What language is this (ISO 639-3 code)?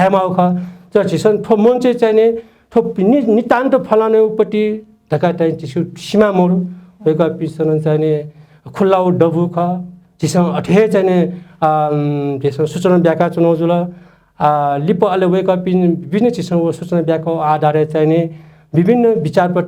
new